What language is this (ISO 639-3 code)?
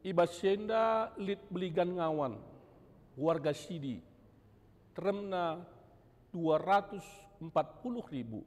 btx